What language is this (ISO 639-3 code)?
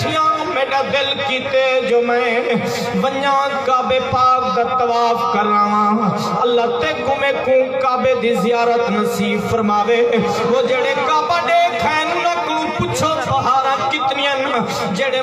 skr